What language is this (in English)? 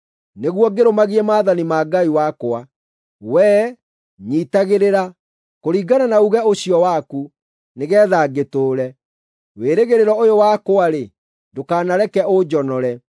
Kikuyu